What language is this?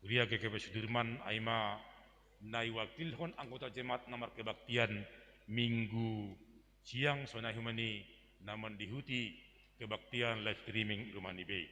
Batak Simalungun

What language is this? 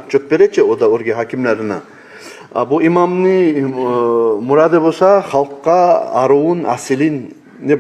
Kumyk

